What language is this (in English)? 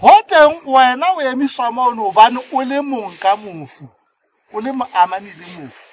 Southern Sotho